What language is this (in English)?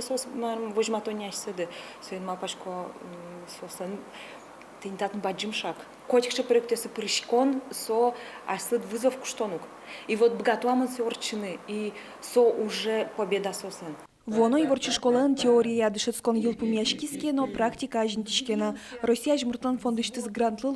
Udmurt